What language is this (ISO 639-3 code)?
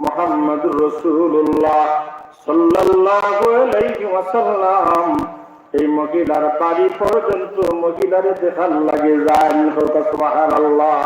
syl